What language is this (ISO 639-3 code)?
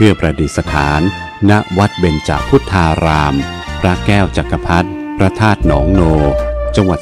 tha